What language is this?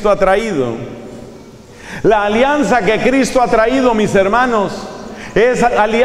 Spanish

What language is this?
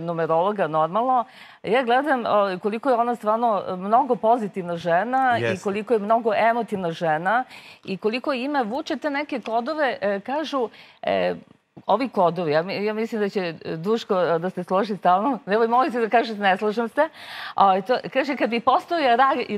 Serbian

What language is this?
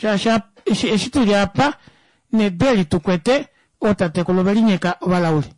Kuanyama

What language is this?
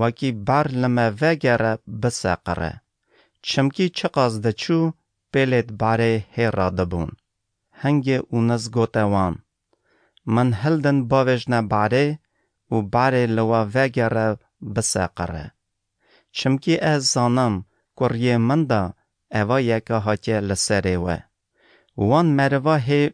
Kurdish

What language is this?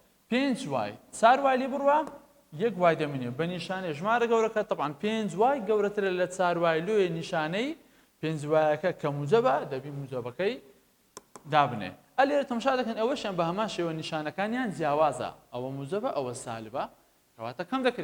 Central Kurdish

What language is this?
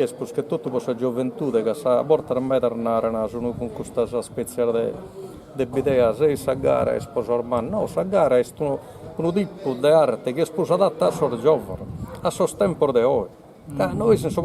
Sardinian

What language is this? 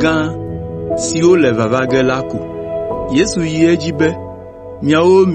Ewe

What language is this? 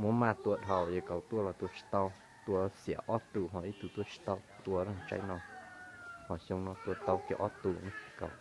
Hmong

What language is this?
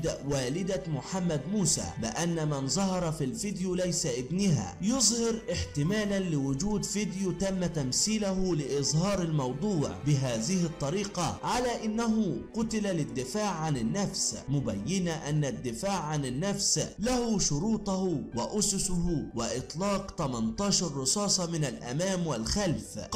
Arabic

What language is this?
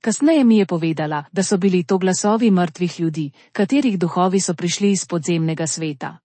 Slovenian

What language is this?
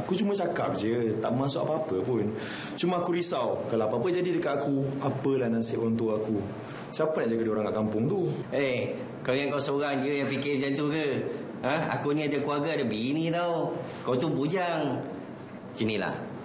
Malay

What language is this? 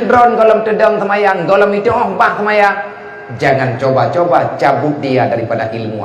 Achinese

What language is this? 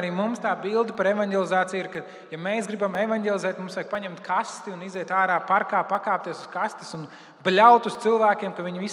Latvian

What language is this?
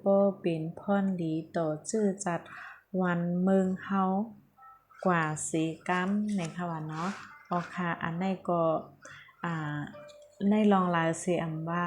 Shan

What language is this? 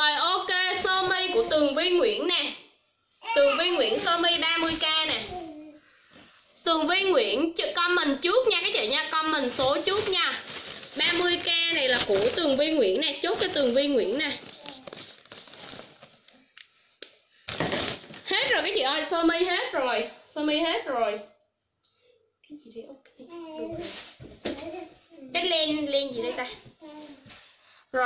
Vietnamese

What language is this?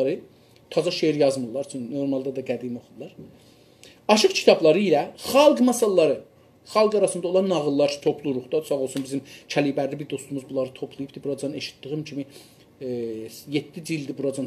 South Azerbaijani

